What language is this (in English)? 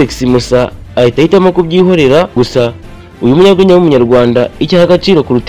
Kinyarwanda